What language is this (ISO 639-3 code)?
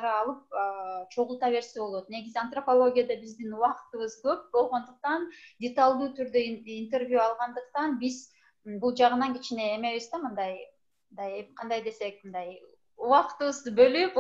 kir